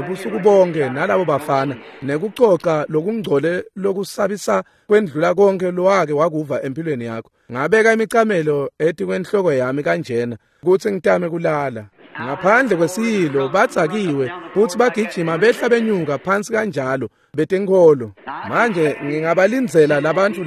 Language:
Swati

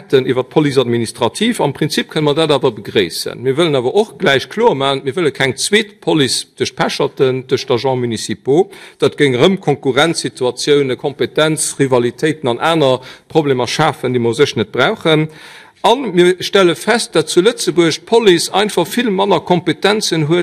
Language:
Luxembourgish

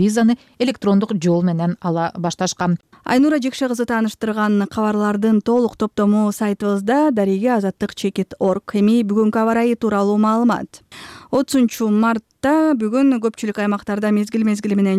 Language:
Kyrgyz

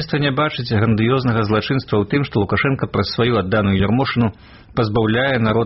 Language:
Belarusian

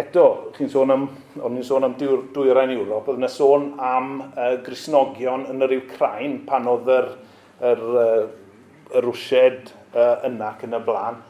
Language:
Welsh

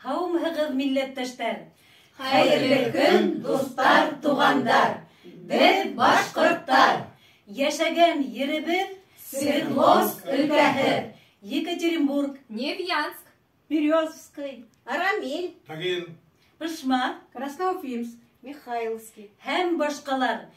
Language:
Bashkir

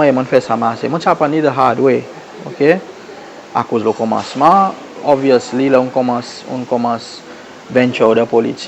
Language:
Seselwa Creole French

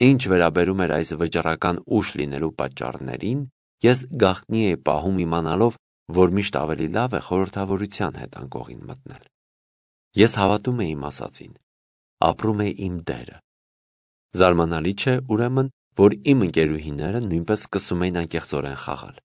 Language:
Armenian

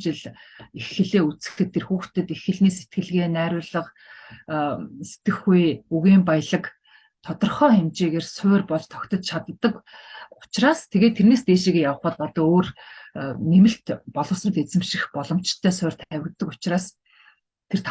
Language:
Mongolian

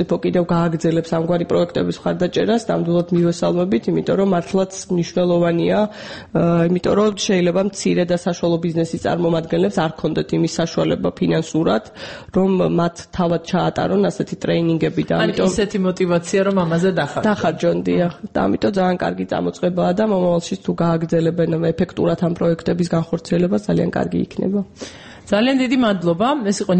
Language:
Georgian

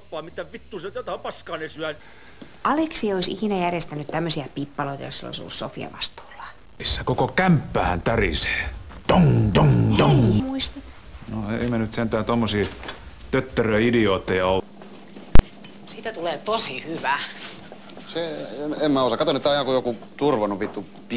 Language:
Finnish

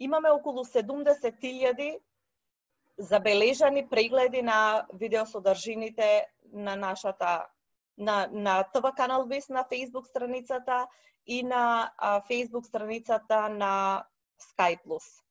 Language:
Macedonian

